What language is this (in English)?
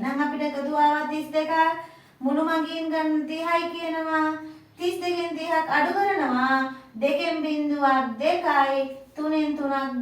Sinhala